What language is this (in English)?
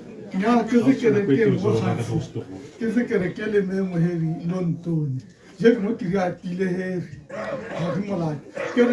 Tswana